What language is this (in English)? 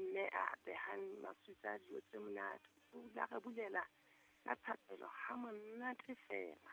Southern Sotho